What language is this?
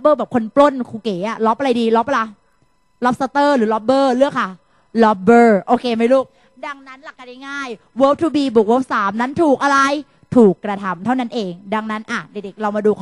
Thai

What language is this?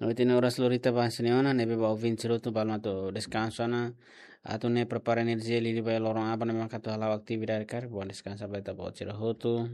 Tetum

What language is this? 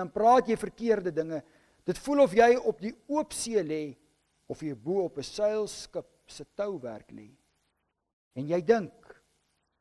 Afrikaans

